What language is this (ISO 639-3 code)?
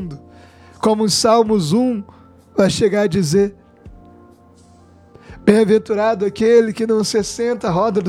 por